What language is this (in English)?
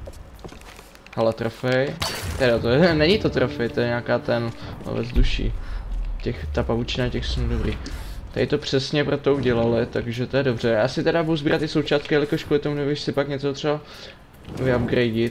Czech